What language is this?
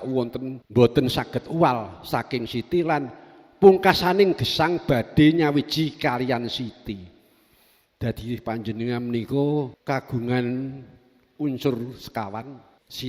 Javanese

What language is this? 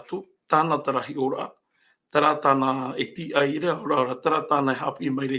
Tahitian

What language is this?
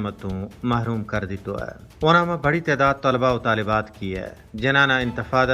Gujari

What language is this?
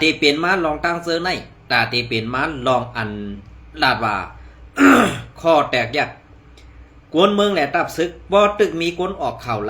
Shan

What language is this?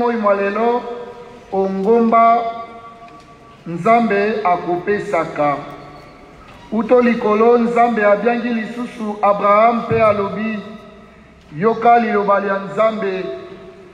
Lingala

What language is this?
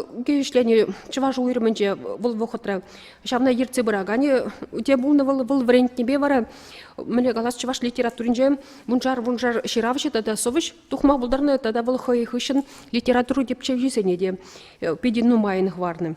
Chuvash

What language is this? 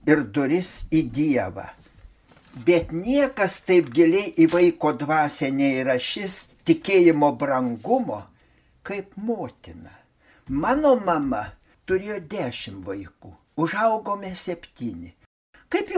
Lithuanian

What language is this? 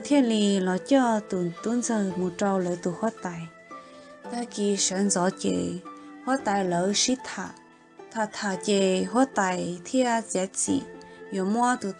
Hmong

